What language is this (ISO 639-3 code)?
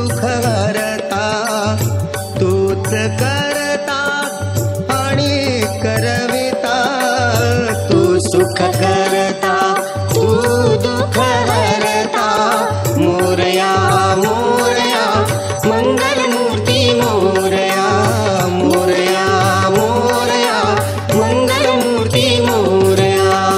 mar